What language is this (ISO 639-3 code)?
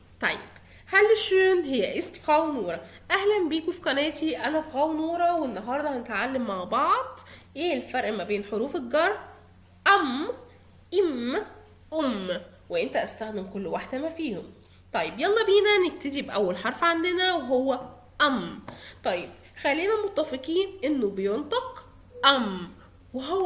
arz